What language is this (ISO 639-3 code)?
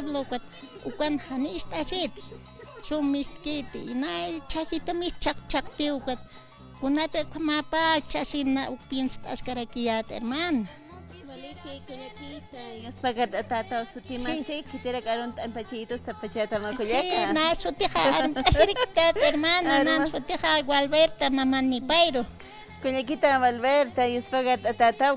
aym